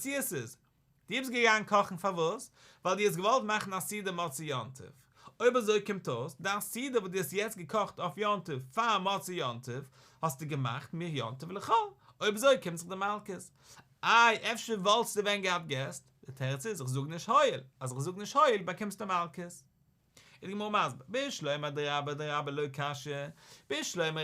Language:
Yiddish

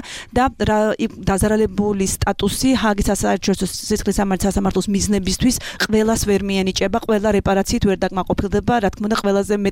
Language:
Georgian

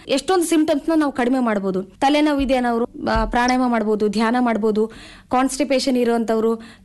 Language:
Kannada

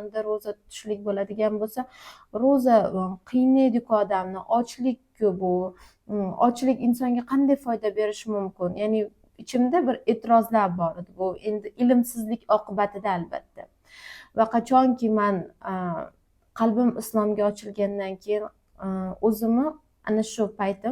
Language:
Uzbek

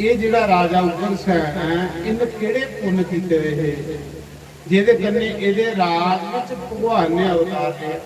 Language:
Dogri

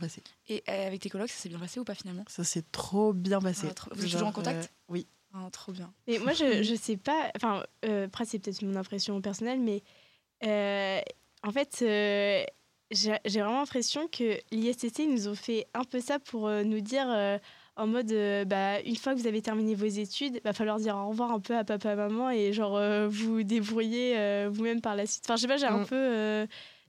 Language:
French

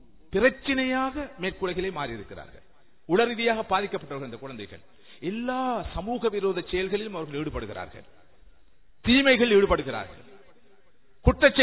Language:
Tamil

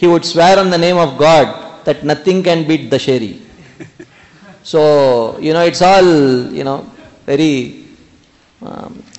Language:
English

